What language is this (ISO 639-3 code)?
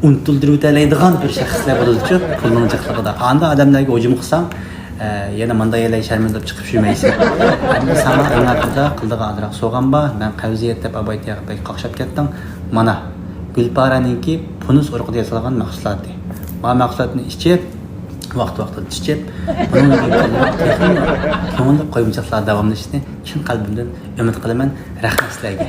uig